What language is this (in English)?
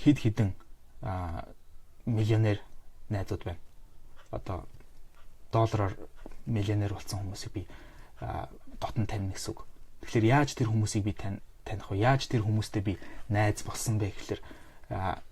Mongolian